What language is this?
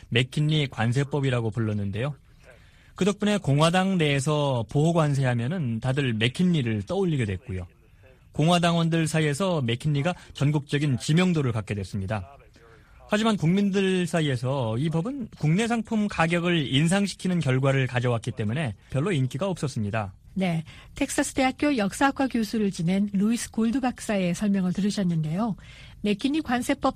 Korean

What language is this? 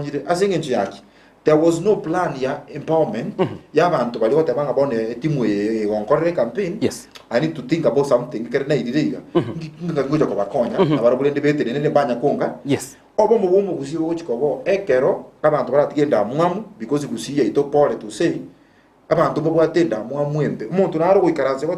Gusii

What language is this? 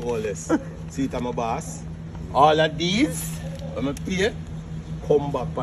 Jamaican Creole English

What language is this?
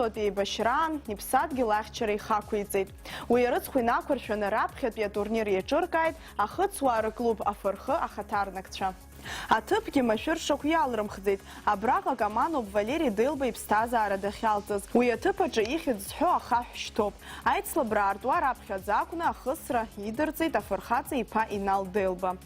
Abkhazian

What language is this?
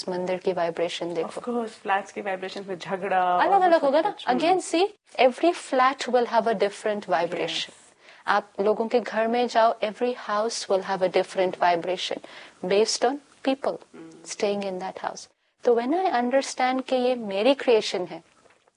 Hindi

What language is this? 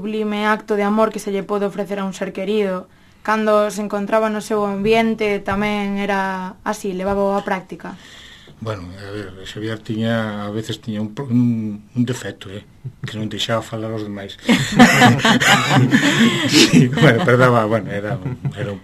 Galician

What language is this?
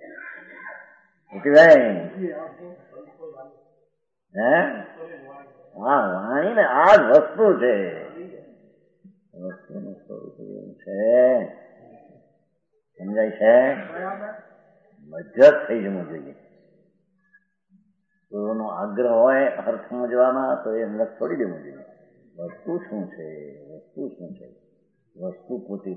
Gujarati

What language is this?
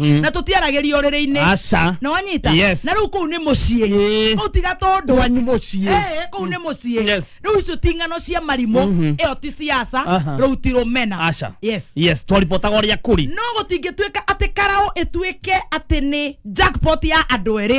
Kikuyu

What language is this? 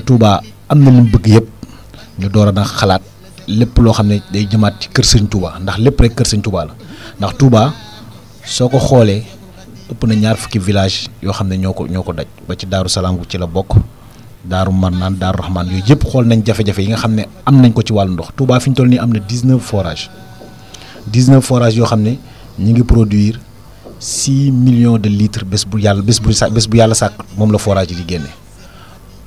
Wolof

